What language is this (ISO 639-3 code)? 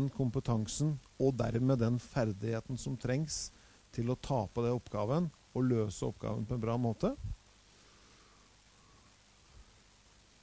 nor